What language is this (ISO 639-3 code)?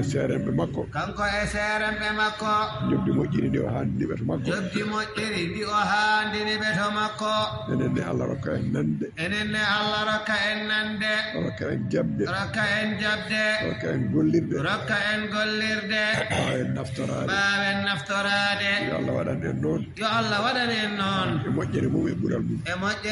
ful